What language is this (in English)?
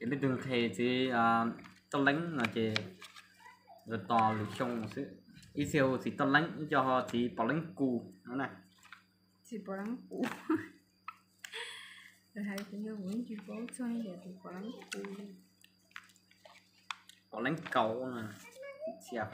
Vietnamese